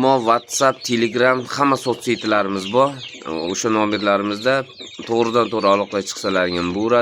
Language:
Uzbek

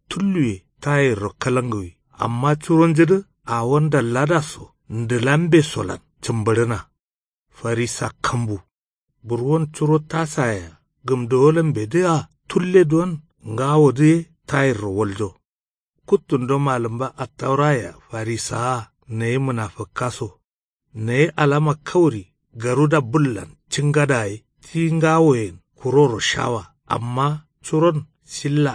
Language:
Kanuri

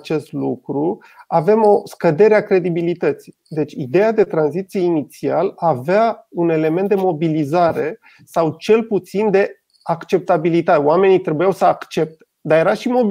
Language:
Romanian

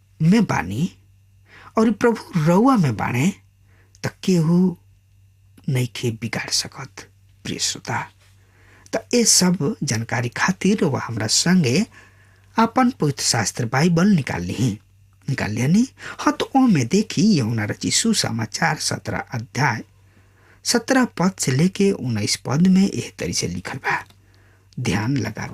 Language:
Bhojpuri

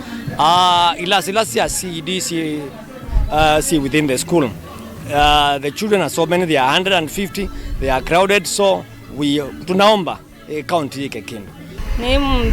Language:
Kamba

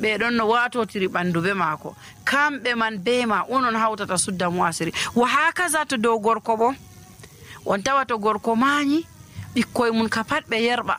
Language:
Nigerian Fulfulde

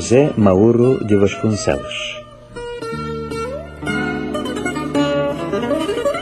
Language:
Bulgarian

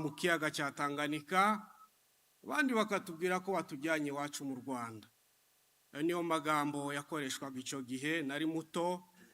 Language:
Kinyarwanda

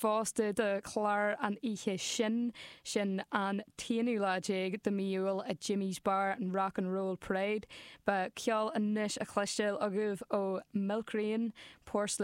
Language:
Irish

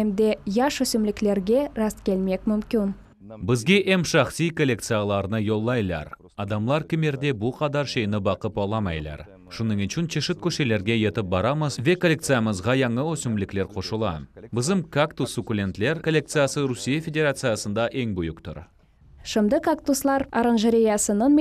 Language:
Crimean Tatar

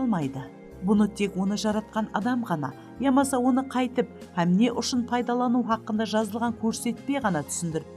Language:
Kara-Kalpak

